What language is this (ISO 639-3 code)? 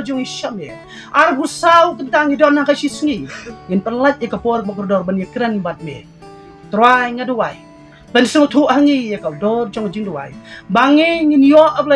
kha